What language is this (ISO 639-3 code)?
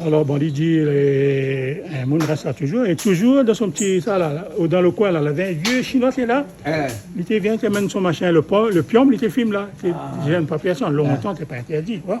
rcf